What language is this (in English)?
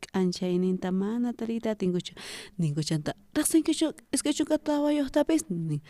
South Bolivian Quechua